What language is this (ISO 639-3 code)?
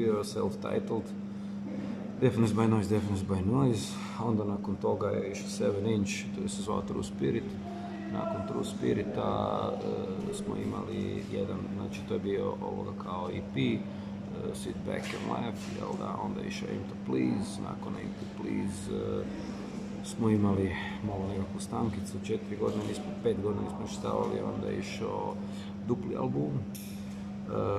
hrv